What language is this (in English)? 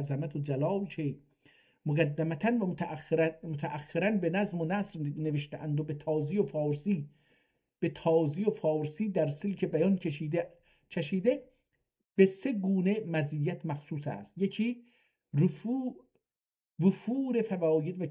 South Azerbaijani